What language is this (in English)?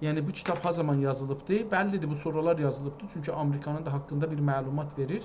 South Azerbaijani